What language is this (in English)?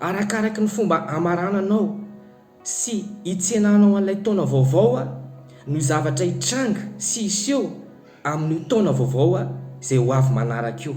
Malagasy